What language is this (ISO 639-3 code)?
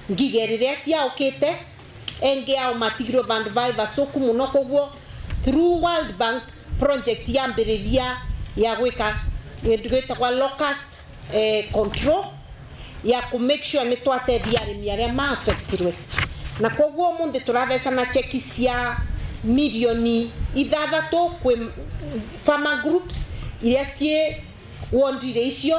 mer